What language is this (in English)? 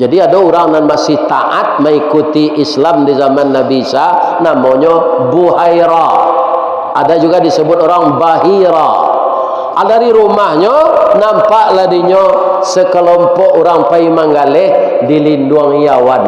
Minangkabau